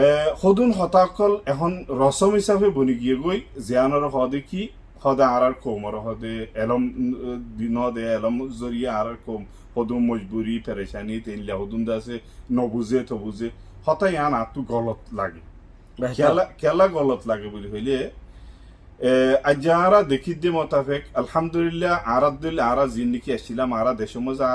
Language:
Rohingya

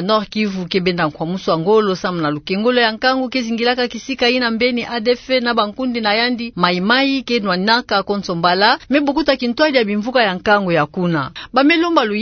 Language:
Kituba (Democratic Republic of Congo)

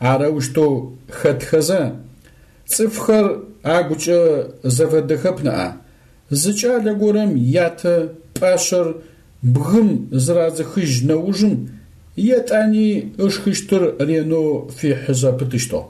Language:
Adyghe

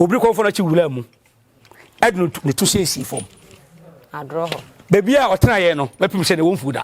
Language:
Akan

